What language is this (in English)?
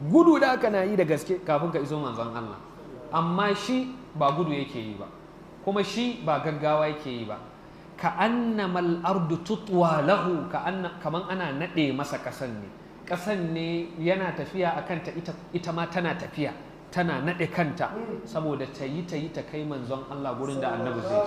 Hausa